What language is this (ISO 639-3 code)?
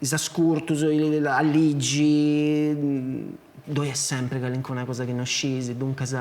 srd